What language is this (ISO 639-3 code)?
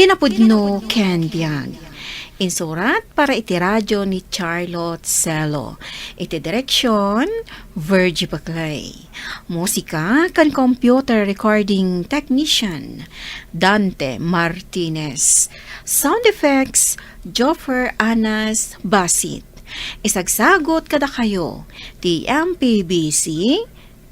ilo